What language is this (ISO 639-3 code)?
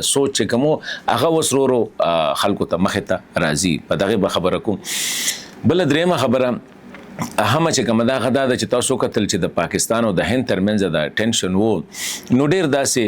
pus